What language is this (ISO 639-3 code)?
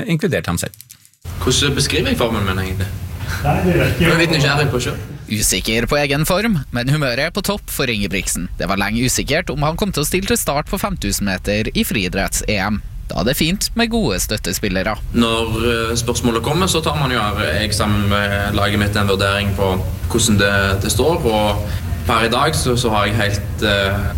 nor